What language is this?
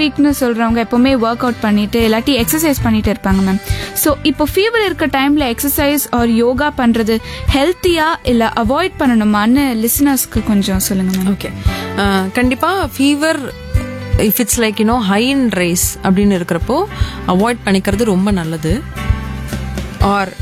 Tamil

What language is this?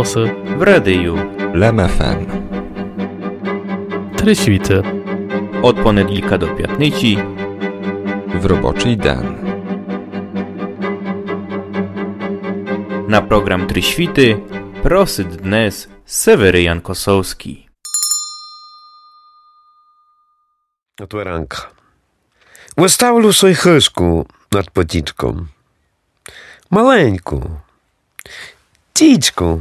Rusyn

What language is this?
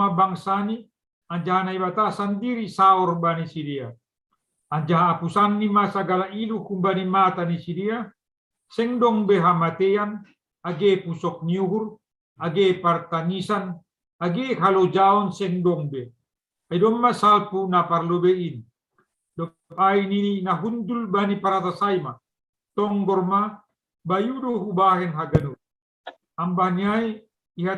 Batak Simalungun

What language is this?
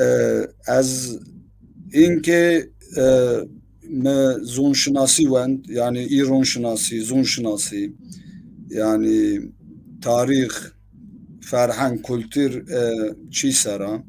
Zaza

